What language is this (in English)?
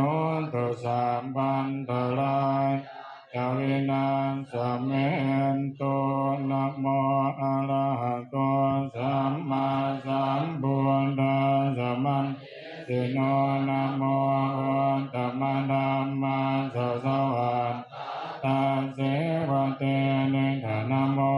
Pali